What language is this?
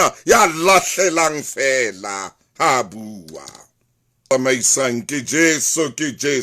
Southern Sotho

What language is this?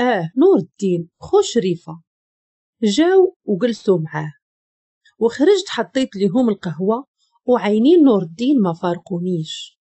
Moroccan Arabic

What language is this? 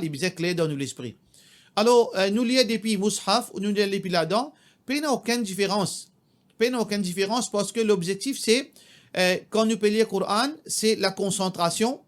Morisyen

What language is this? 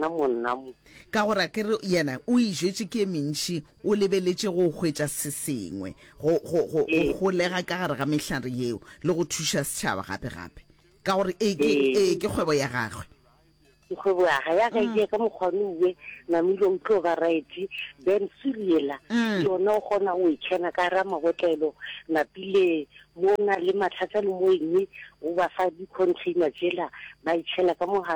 Northern Sotho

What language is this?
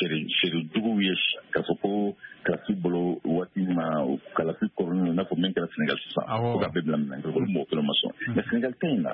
Bambara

